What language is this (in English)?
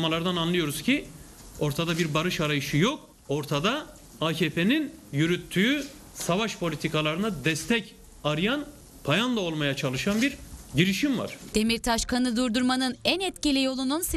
Turkish